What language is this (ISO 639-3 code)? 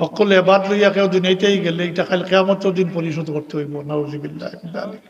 syl